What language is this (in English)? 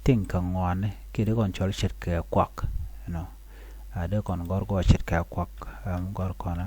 Nuer